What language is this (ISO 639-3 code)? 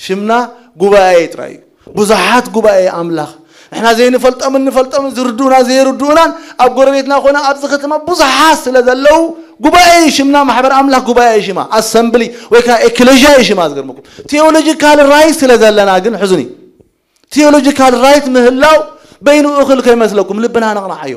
tir